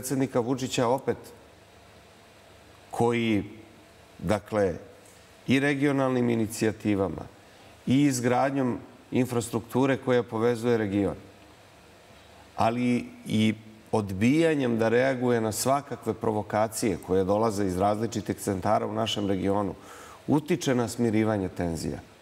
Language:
Serbian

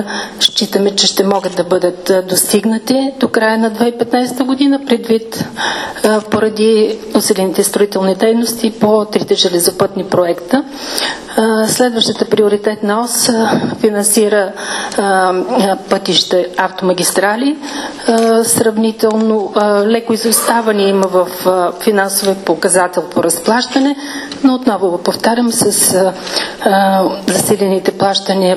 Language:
Bulgarian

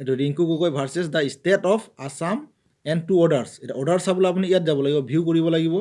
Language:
Assamese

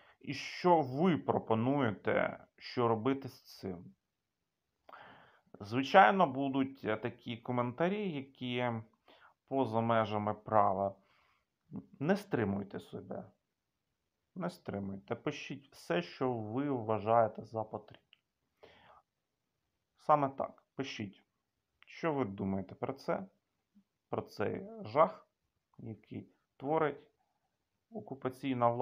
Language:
Ukrainian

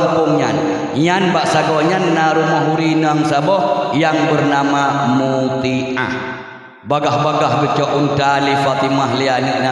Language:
Achinese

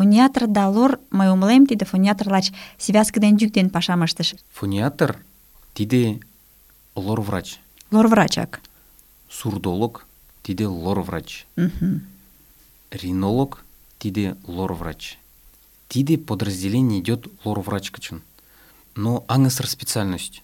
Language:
Mari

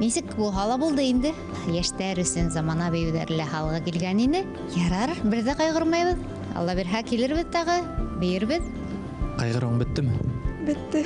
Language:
Bashkir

